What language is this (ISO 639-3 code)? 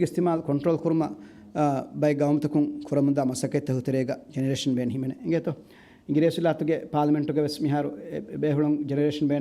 div